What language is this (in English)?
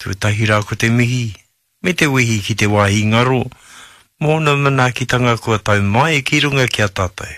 Māori